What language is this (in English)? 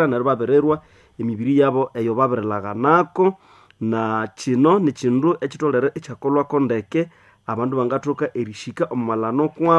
Nande